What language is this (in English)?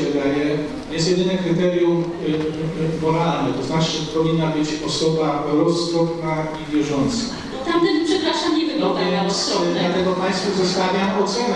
Polish